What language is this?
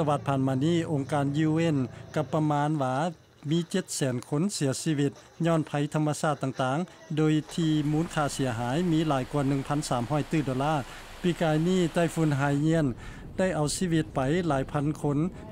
Lao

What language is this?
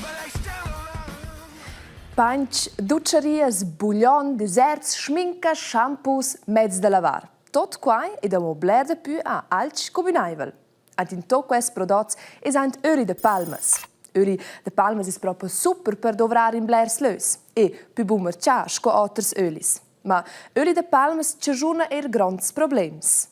Romansh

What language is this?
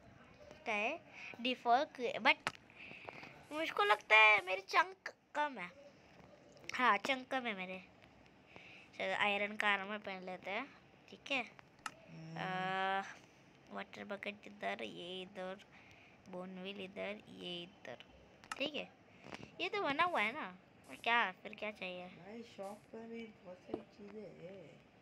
Hindi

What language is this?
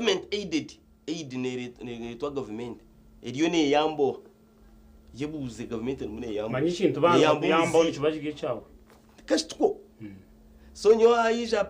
Nyankole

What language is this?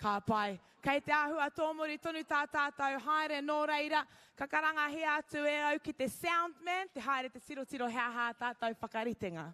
Māori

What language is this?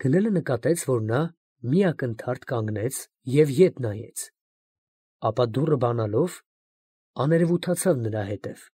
Armenian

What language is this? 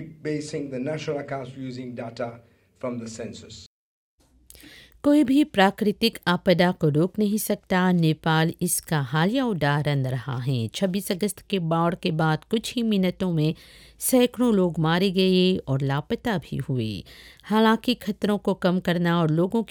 Hindi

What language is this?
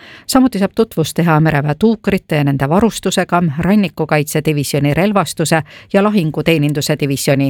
Estonian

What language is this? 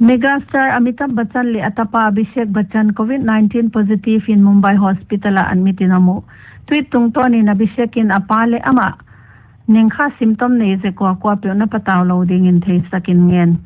Paite Chin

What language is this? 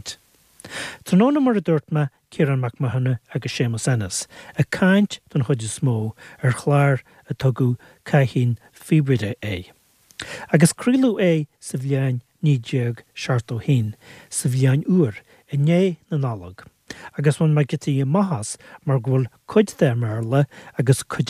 Irish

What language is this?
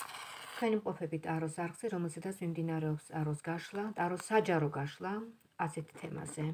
Georgian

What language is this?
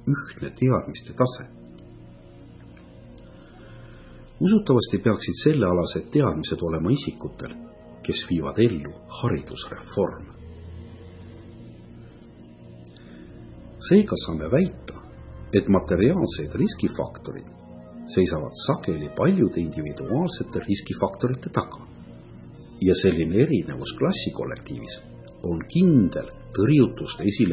Estonian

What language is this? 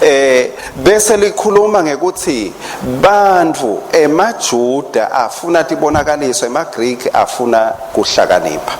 Swati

